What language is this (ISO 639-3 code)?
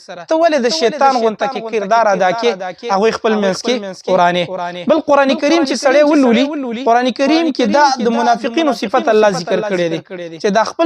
pus